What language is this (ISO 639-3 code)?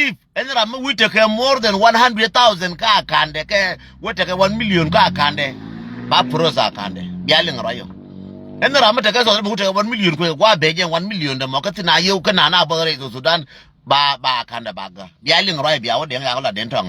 nus